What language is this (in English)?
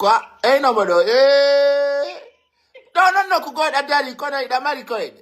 Pular